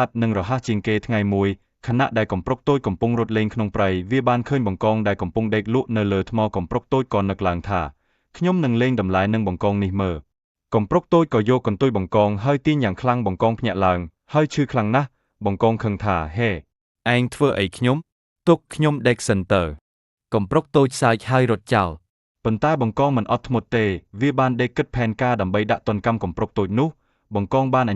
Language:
Khmer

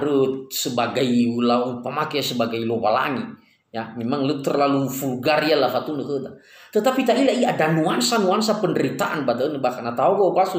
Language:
Nias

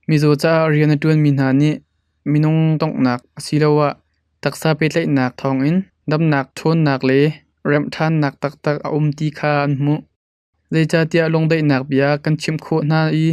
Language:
Hakha Chin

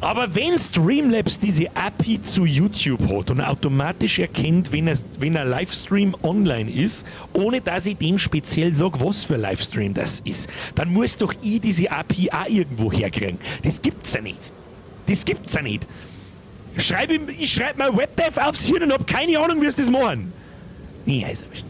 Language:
Bavarian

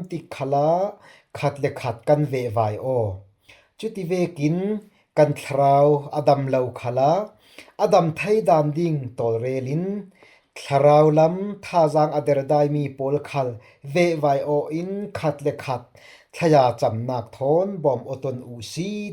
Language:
Falam Chin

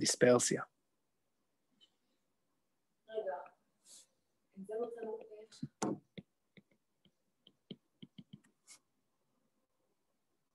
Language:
Hebrew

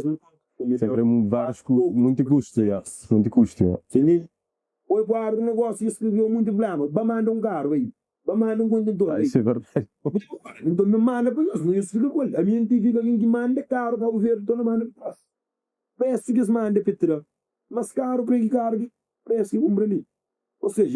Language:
Kabuverdianu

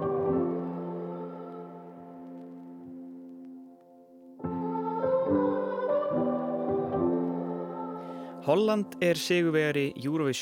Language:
Icelandic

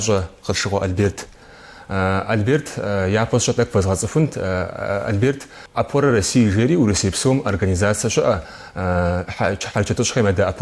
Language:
Kabardian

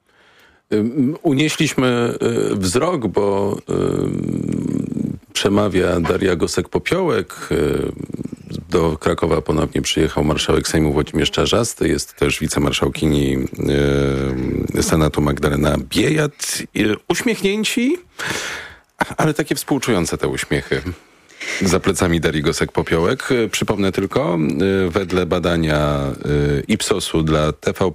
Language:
Polish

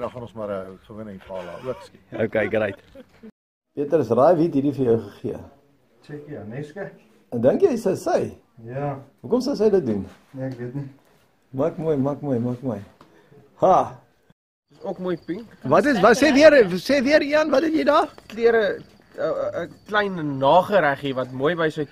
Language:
Afrikaans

